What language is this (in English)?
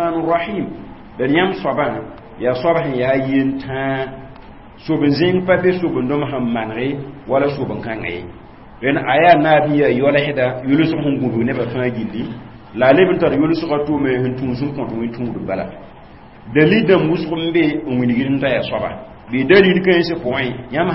Mossi